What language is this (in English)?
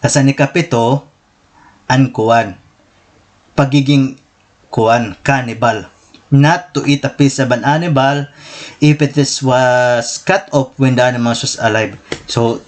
Waray